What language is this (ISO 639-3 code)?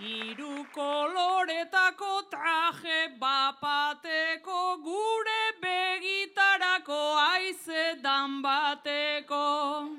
eus